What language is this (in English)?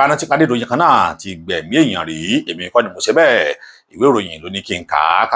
Yoruba